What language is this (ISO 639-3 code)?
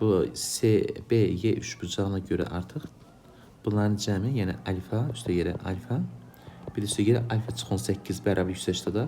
aze